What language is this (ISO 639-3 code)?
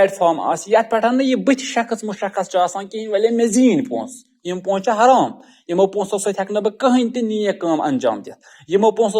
kas